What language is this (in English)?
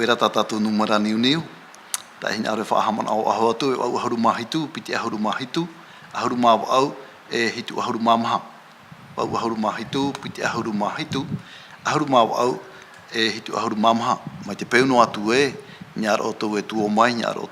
Tahitian